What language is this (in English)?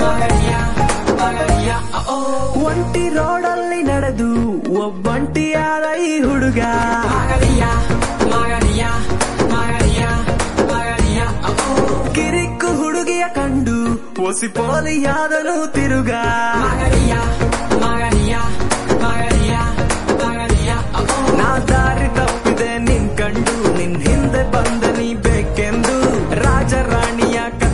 Kannada